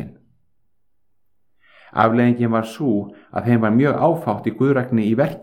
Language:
Icelandic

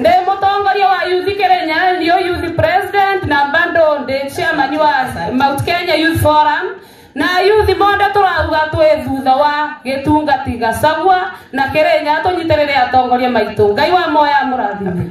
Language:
Kikuyu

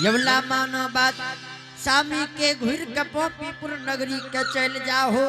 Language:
Angika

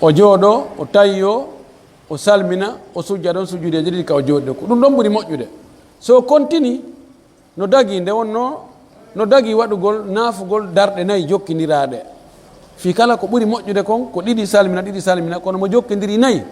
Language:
Pular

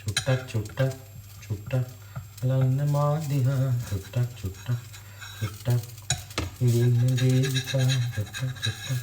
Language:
Sinhala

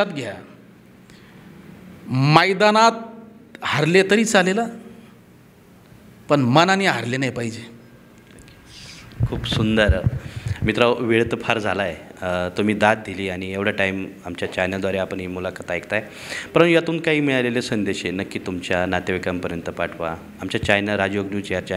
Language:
Marathi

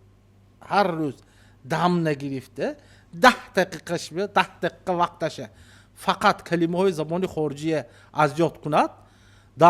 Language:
Tajik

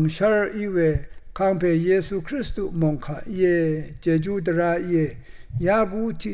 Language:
Rawang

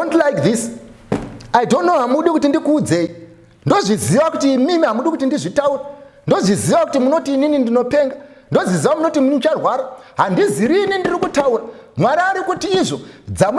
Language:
Shona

